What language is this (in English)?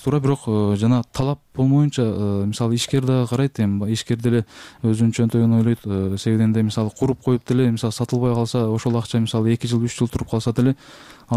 Kyrgyz